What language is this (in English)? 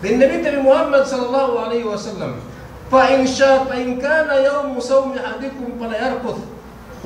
Yakan